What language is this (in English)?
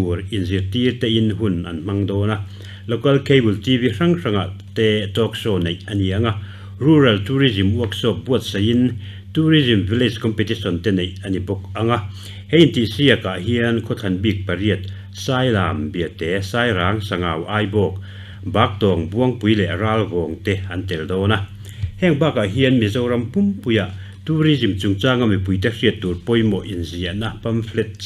Mizo